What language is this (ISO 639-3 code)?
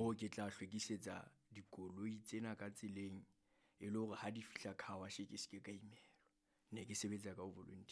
sot